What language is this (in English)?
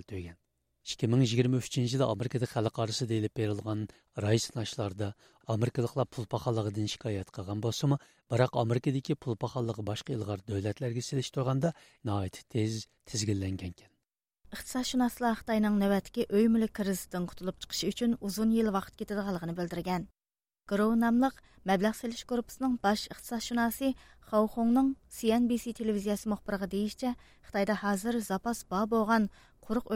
Uyghur